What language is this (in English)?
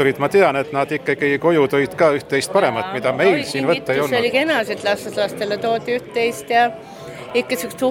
Estonian